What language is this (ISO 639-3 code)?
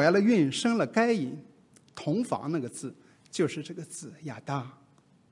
zho